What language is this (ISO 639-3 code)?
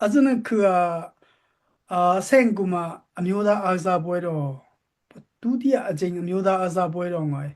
dao